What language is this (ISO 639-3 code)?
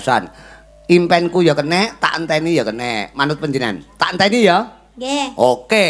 jav